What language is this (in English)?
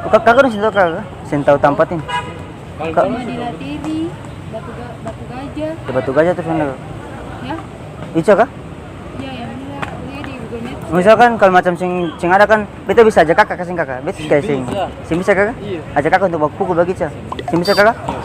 Ambonese Malay